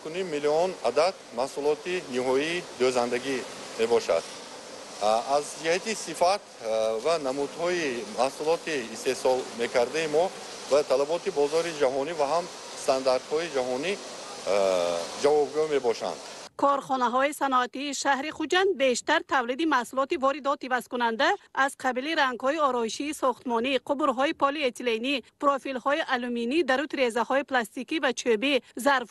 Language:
Tajik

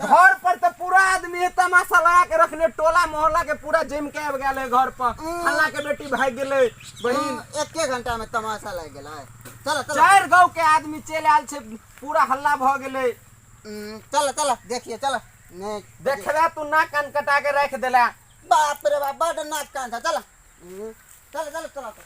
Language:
Maithili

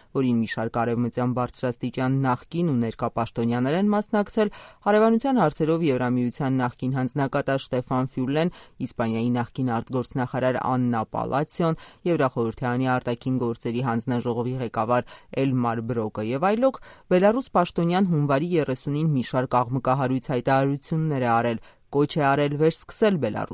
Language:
Armenian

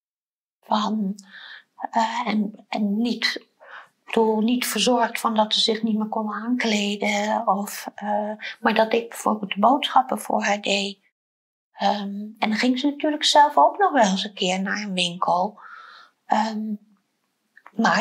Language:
Dutch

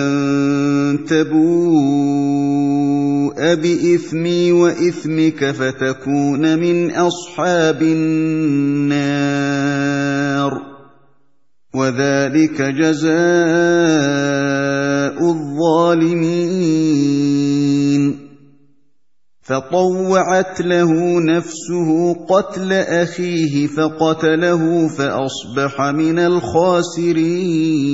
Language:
Arabic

